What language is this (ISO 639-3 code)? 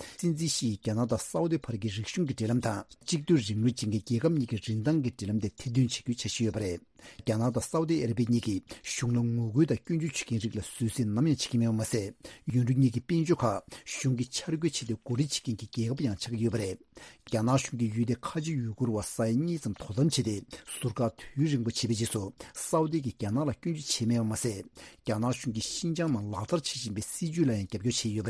bod